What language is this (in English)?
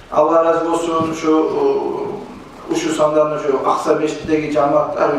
Kumyk